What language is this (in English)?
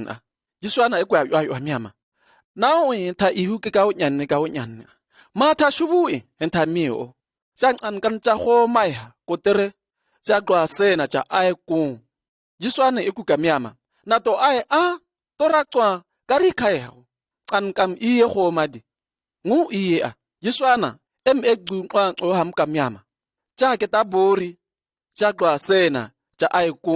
Shua